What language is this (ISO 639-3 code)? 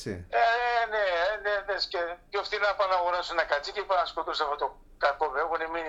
ell